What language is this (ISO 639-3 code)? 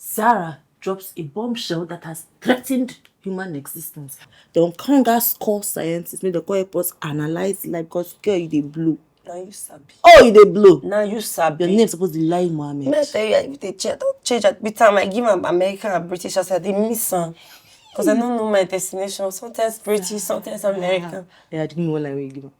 pcm